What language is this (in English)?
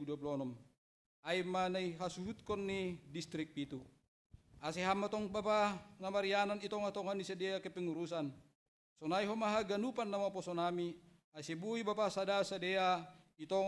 Batak Simalungun